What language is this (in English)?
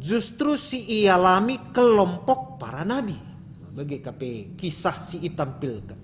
Batak Karo